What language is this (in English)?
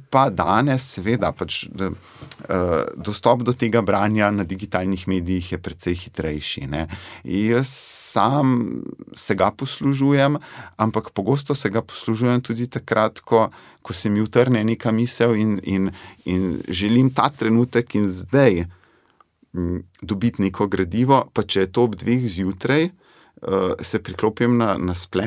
Slovenian